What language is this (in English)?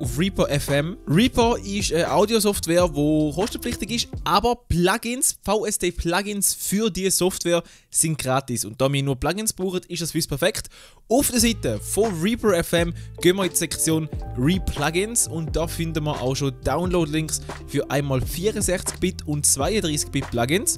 Swiss German